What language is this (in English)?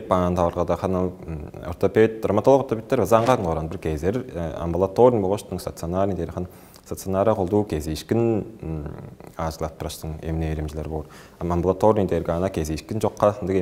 Tuvinian